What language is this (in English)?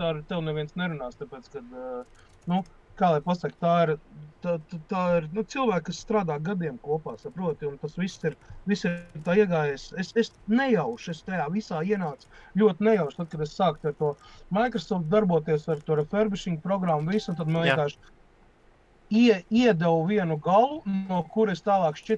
Latvian